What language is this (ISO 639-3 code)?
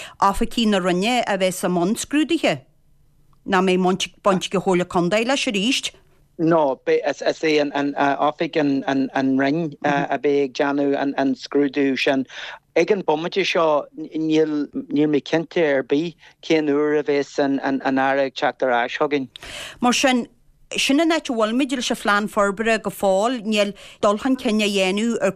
gle